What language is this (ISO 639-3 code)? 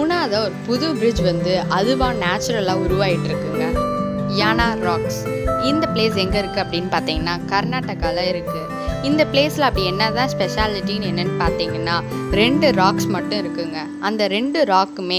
tam